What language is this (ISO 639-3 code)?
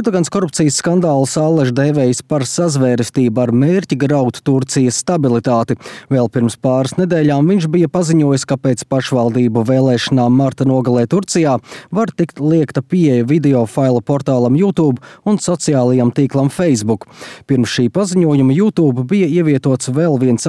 lav